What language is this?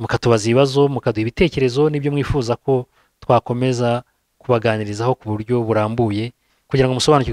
Kinyarwanda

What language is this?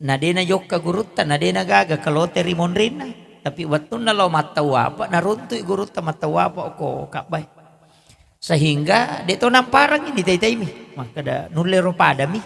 Buginese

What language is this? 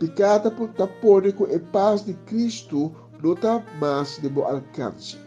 Papiamento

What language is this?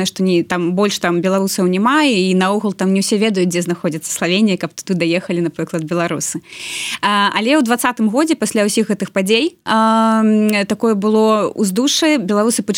Belarusian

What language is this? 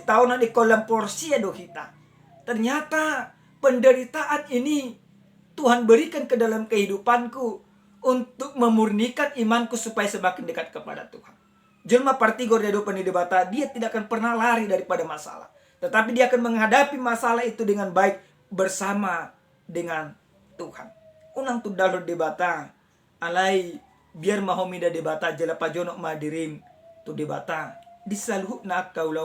Batak Toba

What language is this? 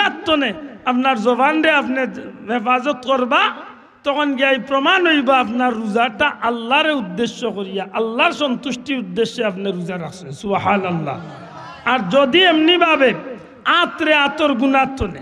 Sylheti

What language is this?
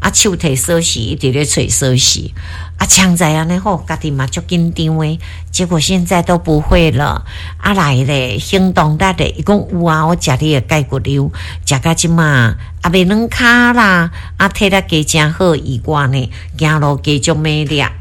Min Nan Chinese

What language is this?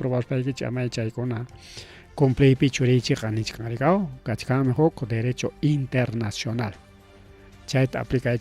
Ayacucho Quechua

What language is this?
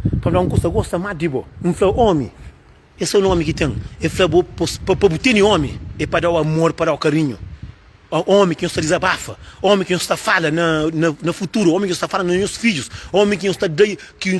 Kabuverdianu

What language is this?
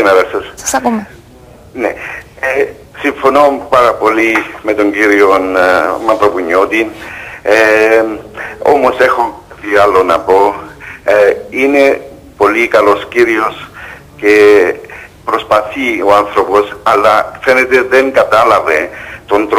Greek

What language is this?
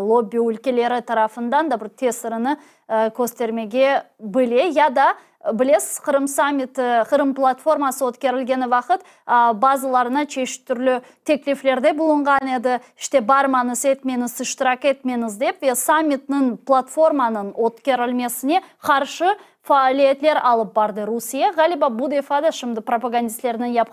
Crimean Tatar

